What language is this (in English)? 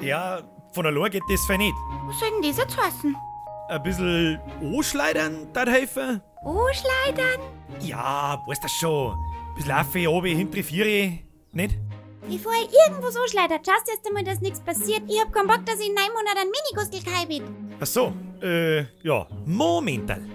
Bavarian